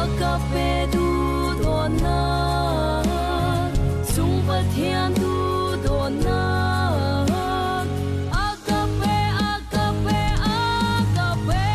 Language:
Falam Chin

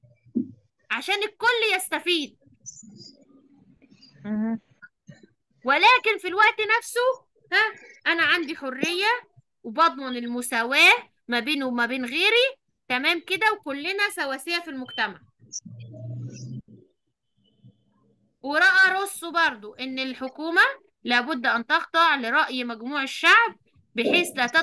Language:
Egyptian Arabic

